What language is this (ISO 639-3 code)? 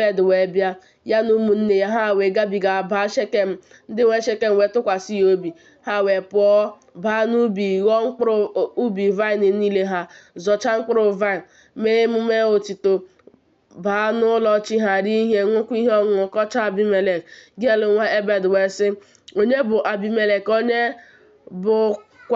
ibo